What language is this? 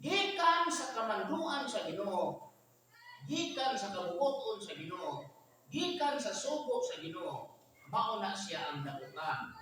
Cebuano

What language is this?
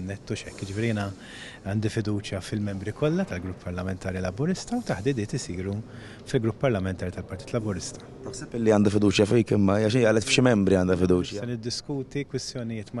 Maltese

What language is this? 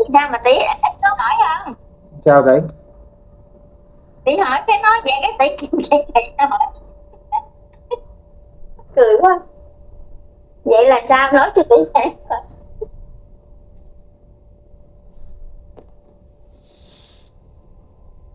Vietnamese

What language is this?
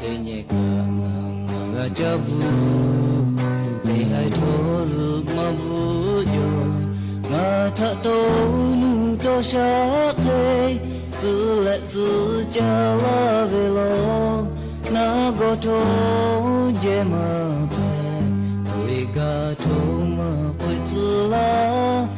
Lahu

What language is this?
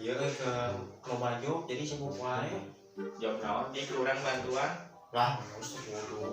Sundanese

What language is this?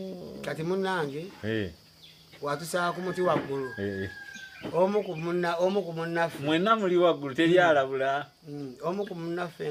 Ganda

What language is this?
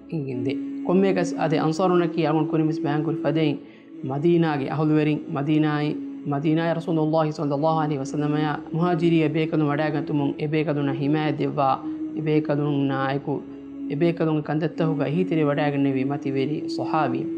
Divehi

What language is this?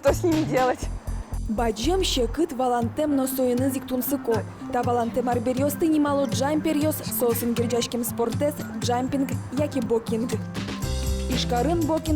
Udmurt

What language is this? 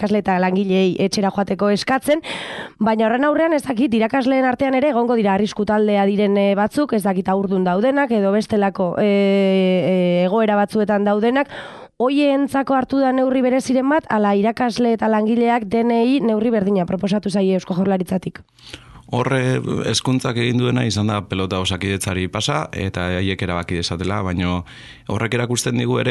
Basque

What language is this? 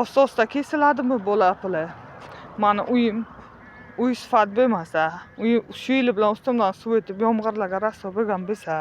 Uzbek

